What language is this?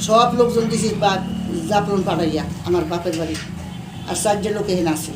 Sylheti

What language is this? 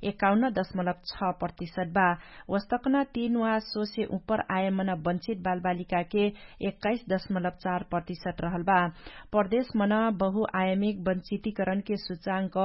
Dangaura Tharu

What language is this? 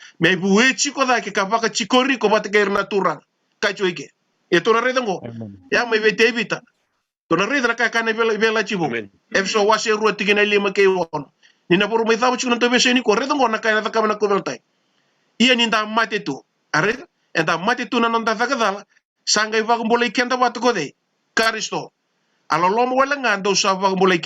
Fijian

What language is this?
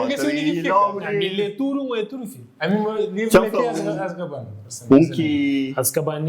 Kabuverdianu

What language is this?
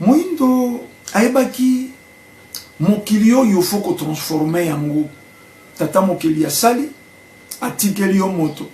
Lingala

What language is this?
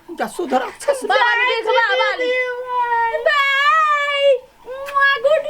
Maithili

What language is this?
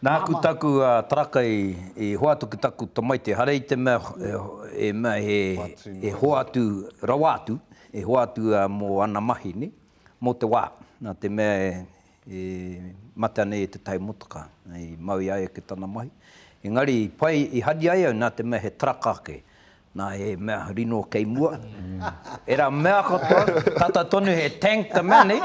Māori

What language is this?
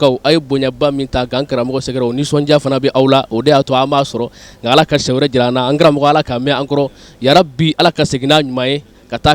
Bambara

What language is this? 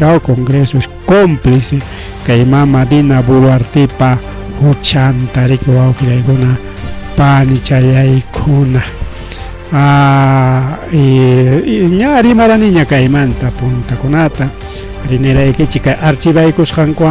Ayacucho Quechua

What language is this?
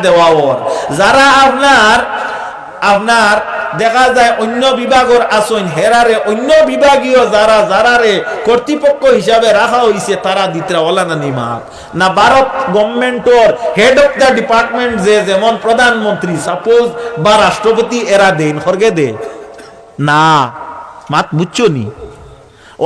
Sylheti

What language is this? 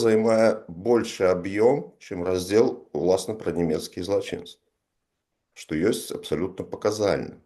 Belarusian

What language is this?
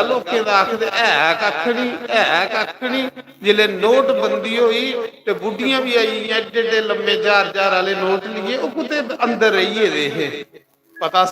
Dogri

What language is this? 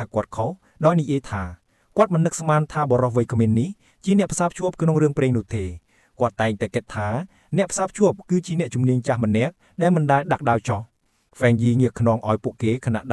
Khmer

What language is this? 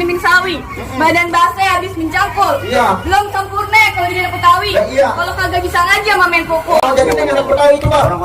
Betawi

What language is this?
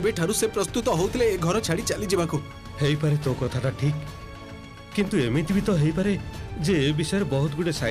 Odia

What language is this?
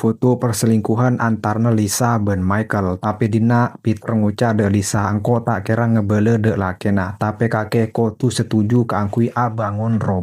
Madurese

